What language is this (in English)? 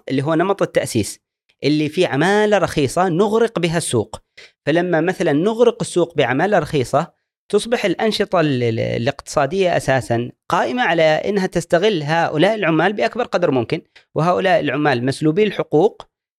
Gulf Arabic